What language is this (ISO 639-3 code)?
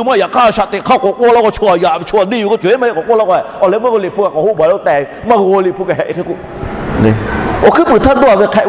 lhu